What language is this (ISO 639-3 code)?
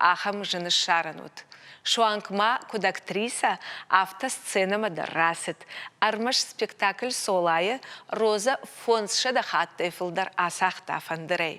oss